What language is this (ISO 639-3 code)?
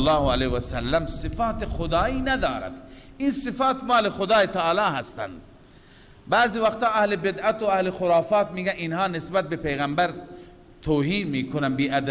fas